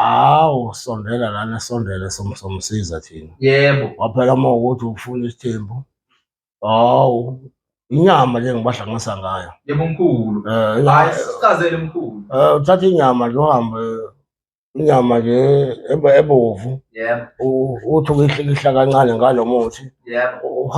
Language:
Zulu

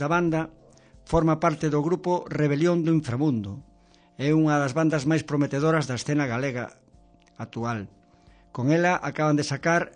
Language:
Galician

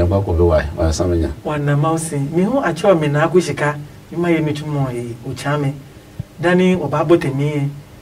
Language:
Adangme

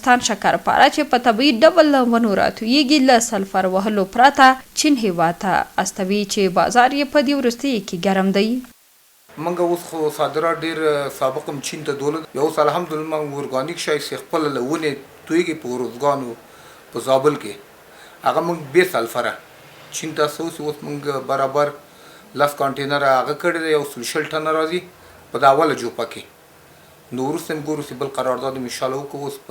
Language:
Pashto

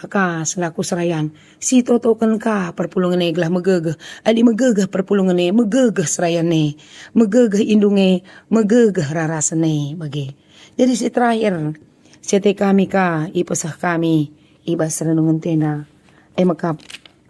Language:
Batak Karo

